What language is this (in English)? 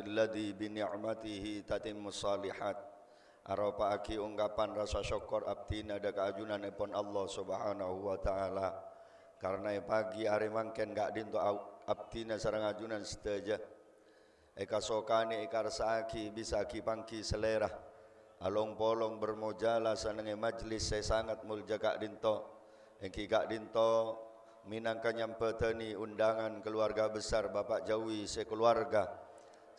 Madurese